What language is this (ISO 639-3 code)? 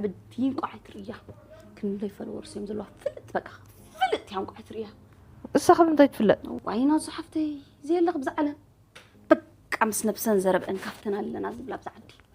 tir